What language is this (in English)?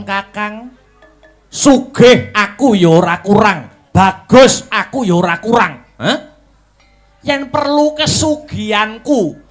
Javanese